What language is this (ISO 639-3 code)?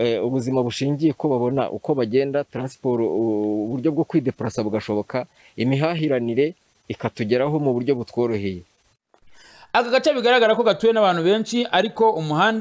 kin